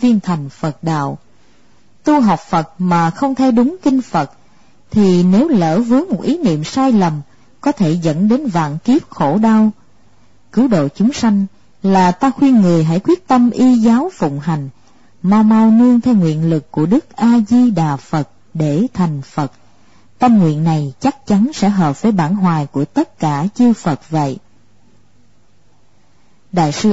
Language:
Vietnamese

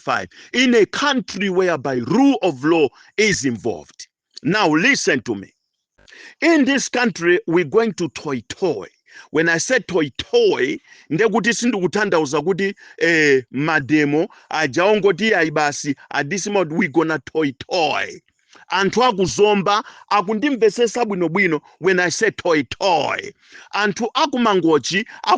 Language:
Nyanja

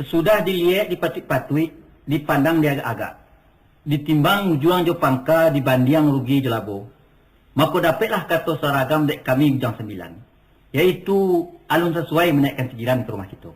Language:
Minangkabau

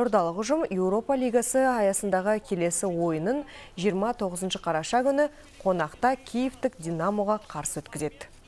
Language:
Kazakh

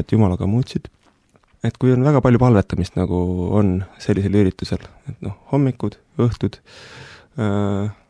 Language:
Estonian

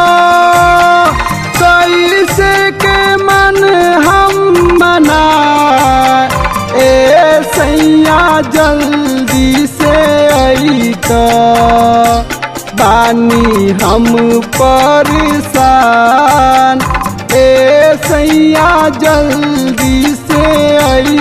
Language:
Bhojpuri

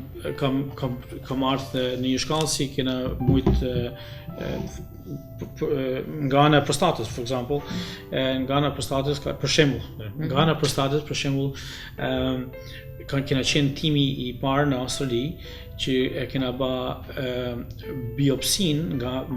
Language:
Albanian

